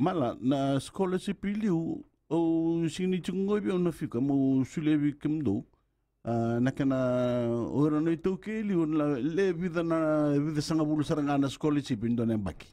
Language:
Fijian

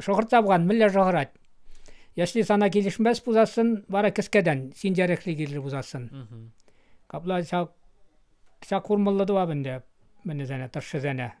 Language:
Chuvash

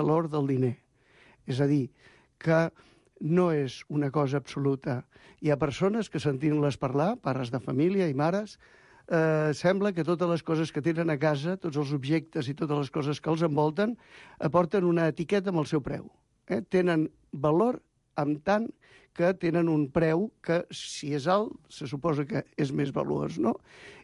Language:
Catalan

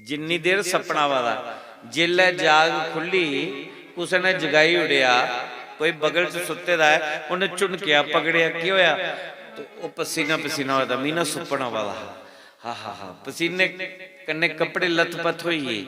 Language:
Dogri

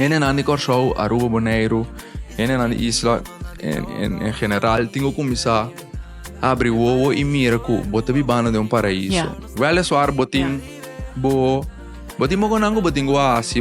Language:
Papiamento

